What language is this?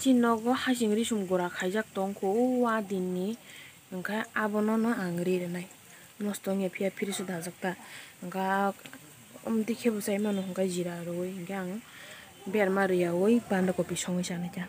Kok Borok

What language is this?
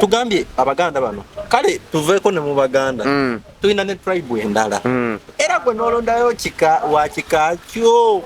Ganda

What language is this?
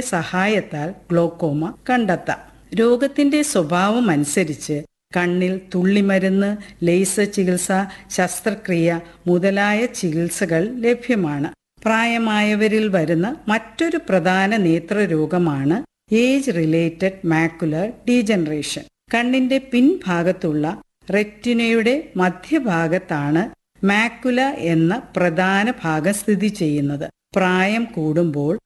Malayalam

